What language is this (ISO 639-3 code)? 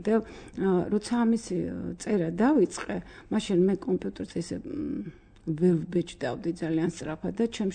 kat